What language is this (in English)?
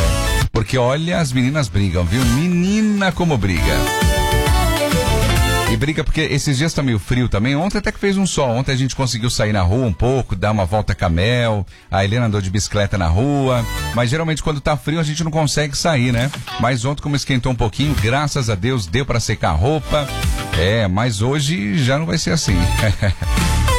Portuguese